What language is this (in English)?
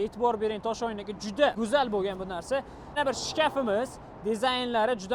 Uzbek